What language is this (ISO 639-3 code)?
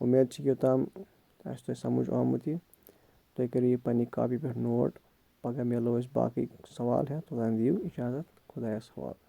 kas